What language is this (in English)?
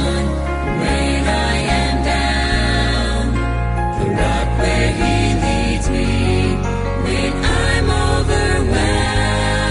English